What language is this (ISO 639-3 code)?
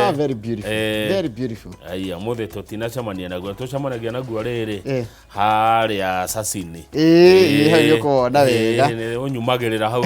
kik